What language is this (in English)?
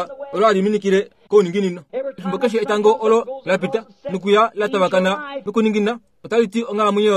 Kuanyama